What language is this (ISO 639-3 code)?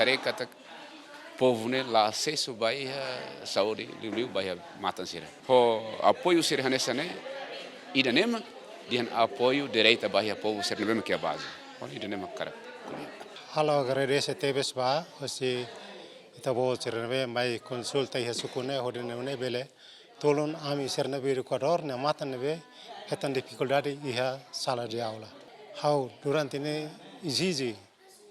tet